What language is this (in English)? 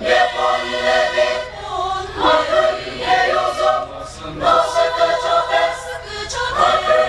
Chokri Naga